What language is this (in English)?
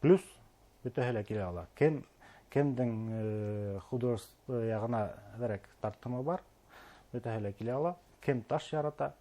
Bashkir